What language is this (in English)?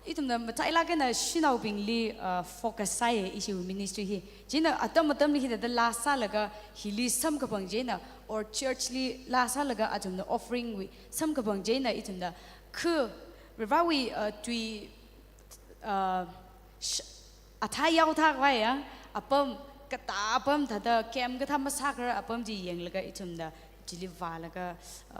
Tangkhul Naga (India)